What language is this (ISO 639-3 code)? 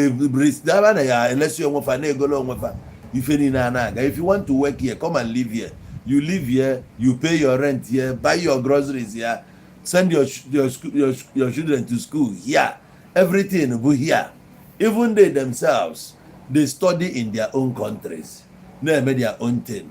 ibo